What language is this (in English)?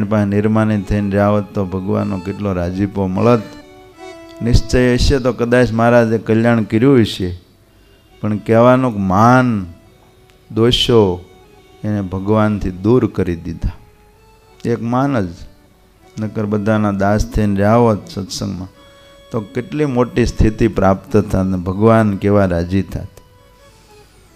Gujarati